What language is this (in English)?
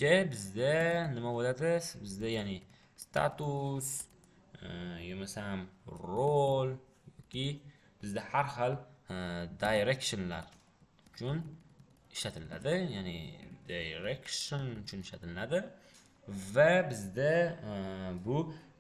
Uzbek